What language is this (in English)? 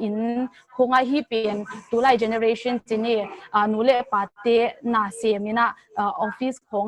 Tedim Chin